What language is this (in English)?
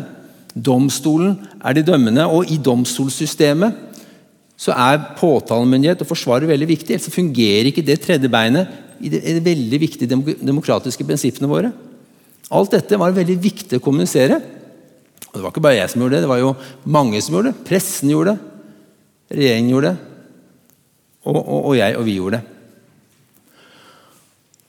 Norwegian